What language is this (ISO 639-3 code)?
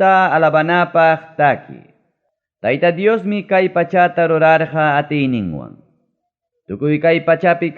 quy